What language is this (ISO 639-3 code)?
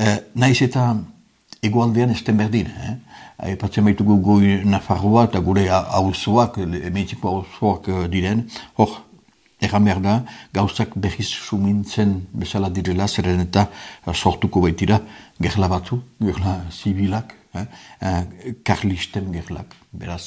eus